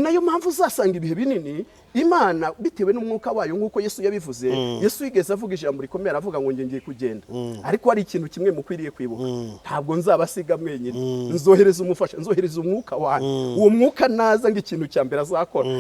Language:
Kinyarwanda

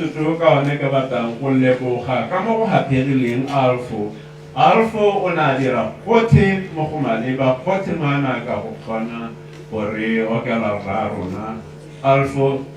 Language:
Tswana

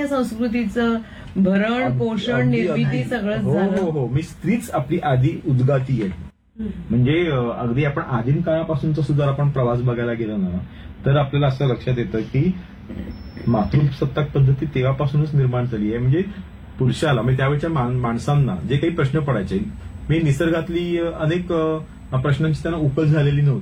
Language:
Marathi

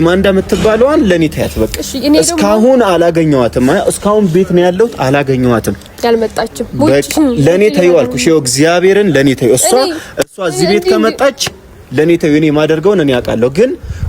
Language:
Amharic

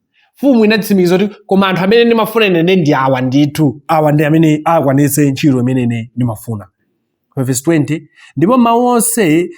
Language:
Nyanja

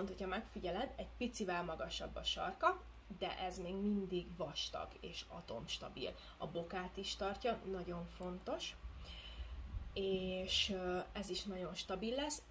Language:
Hungarian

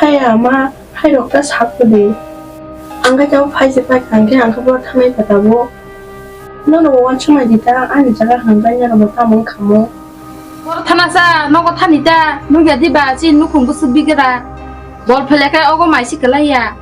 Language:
Kok Borok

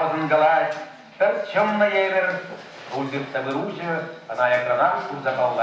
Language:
Chuvash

